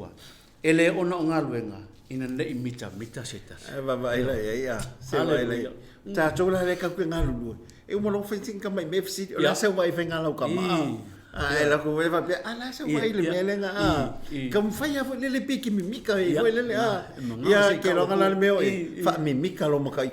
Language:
Samoan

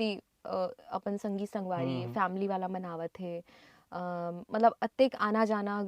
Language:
Chhattisgarhi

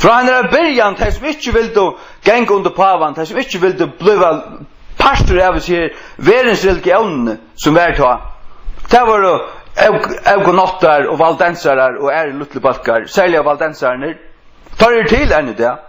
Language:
Faroese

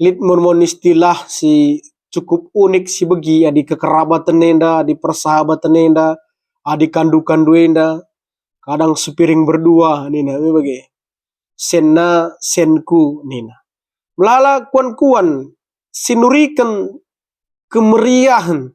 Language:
Batak Karo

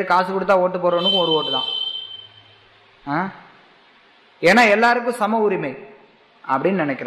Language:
Tamil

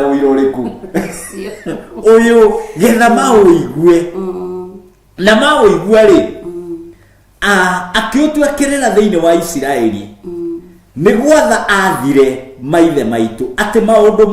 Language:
Kikuyu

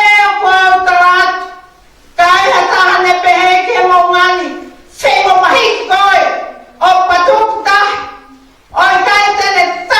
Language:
Tongan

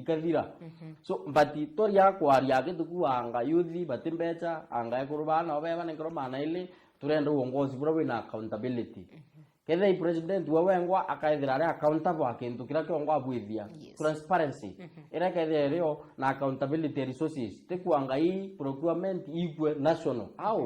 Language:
Meru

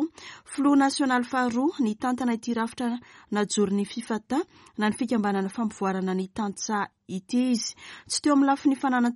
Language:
Malagasy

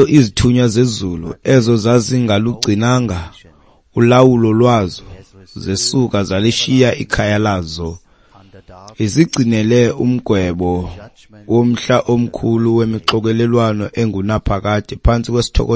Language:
Xhosa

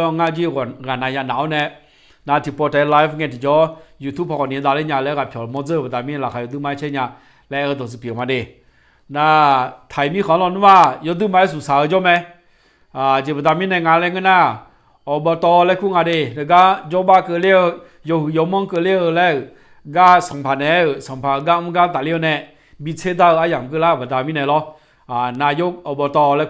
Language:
Akha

